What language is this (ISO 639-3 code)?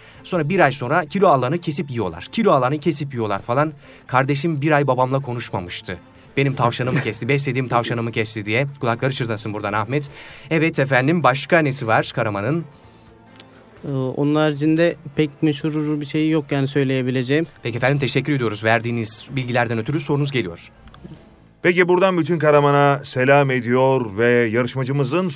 tur